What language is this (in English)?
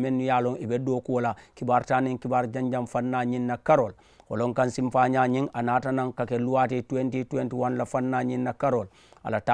Mandingo